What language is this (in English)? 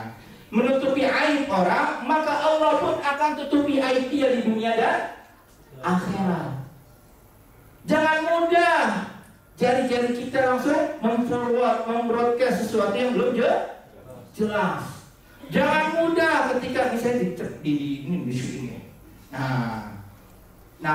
Indonesian